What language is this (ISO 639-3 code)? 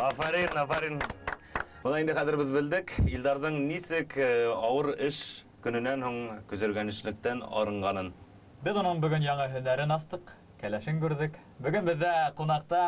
bak